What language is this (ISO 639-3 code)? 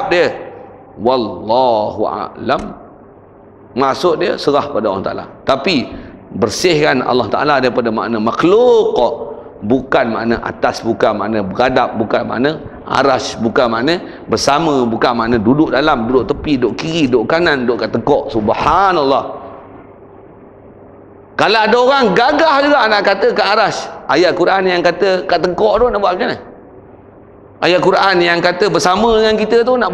msa